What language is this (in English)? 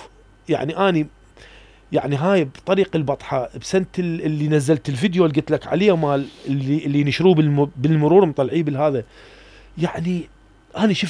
Mesopotamian Arabic